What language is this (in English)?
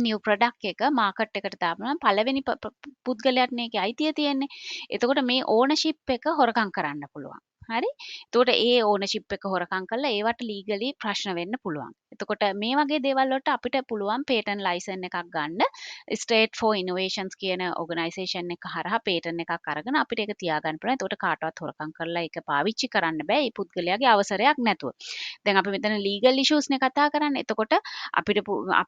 Sinhala